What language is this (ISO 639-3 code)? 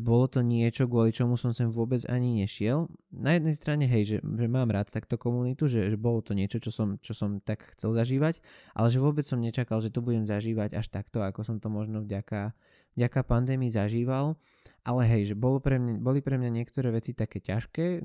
slk